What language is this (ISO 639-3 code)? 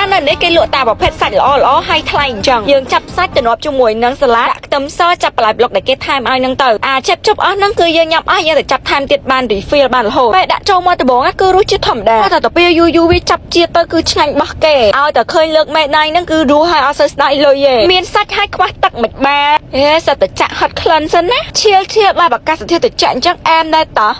khm